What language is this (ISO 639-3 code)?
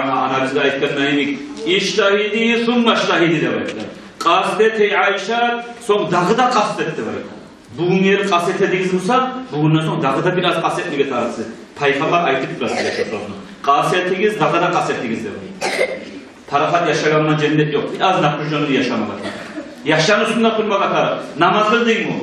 kum